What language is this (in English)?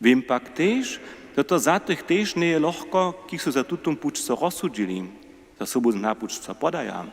Upper Sorbian